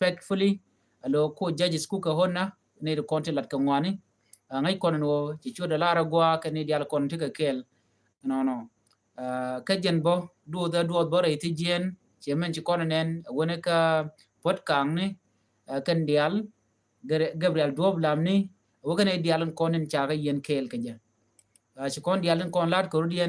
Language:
Nuer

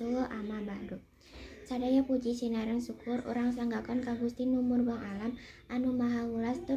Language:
Sundanese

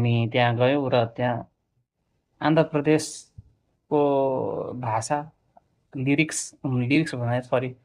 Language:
Nepali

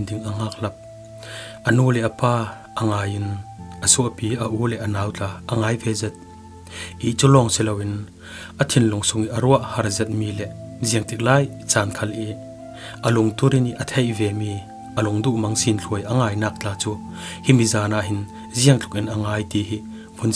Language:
Falam Chin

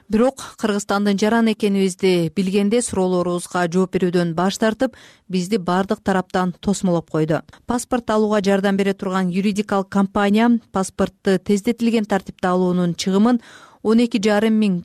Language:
Kyrgyz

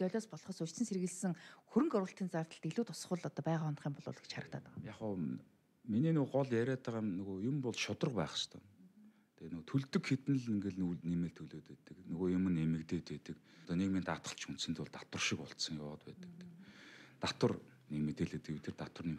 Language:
Mongolian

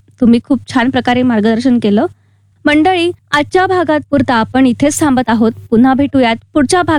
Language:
Marathi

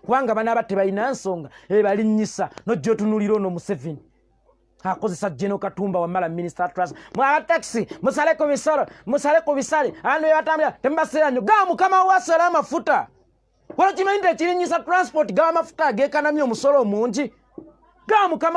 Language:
Ganda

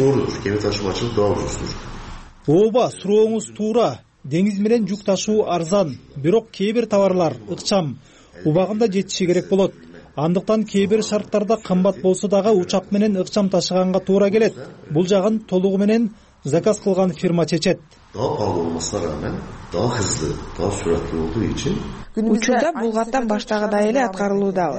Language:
Kyrgyz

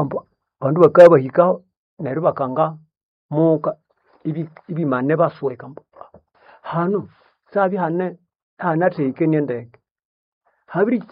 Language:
Nande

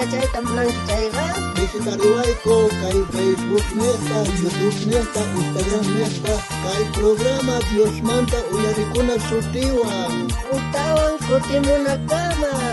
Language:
South Bolivian Quechua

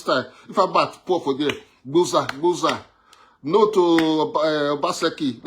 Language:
Nigerian Pidgin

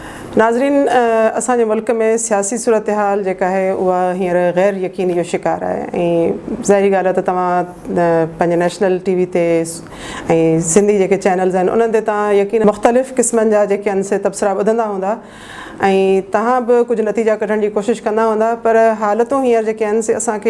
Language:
Sindhi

